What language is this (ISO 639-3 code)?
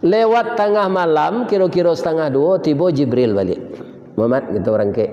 min